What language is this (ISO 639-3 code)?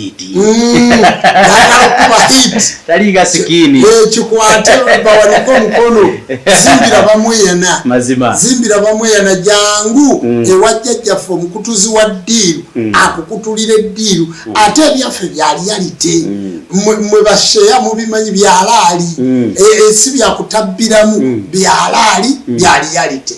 lug